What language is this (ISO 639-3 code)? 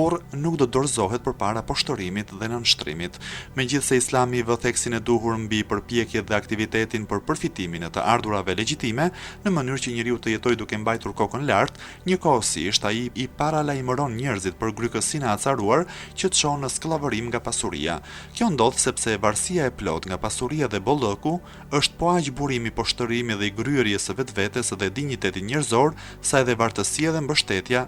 sqi